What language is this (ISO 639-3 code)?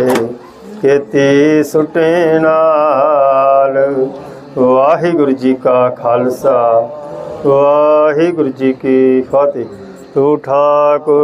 pan